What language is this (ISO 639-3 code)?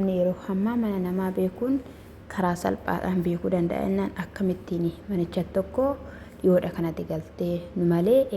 orm